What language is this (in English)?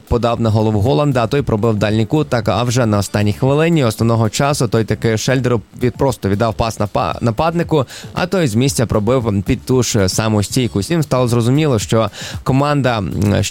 Ukrainian